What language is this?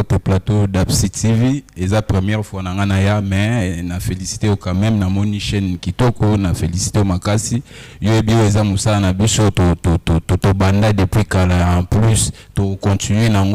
Lingala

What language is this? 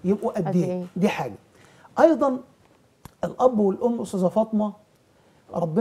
Egyptian Arabic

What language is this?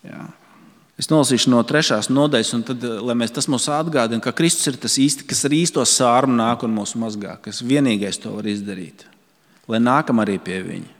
Latvian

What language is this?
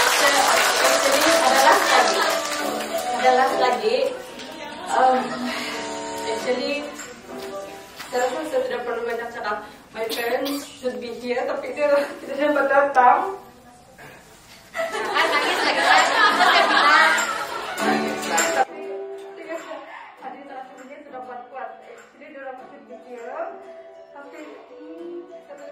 Sabah Malay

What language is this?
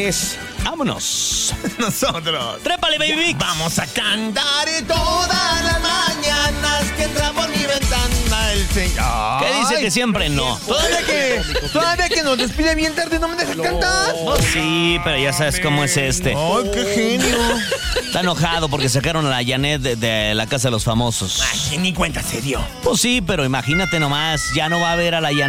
Spanish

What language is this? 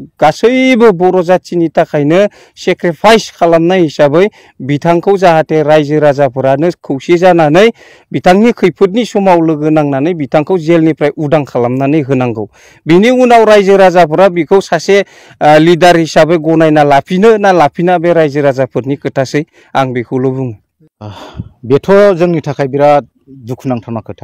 Bodo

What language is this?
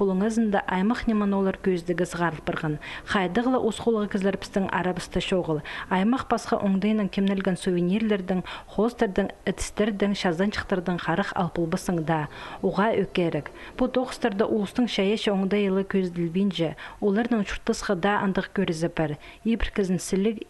Khakas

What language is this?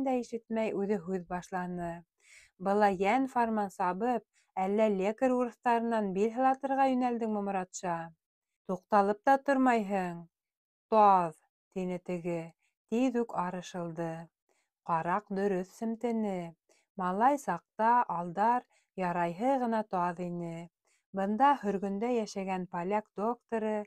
Bashkir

